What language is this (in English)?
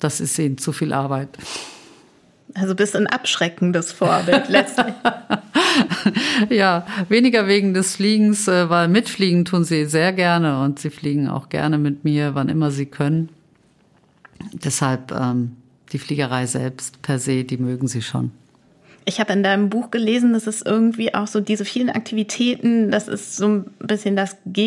German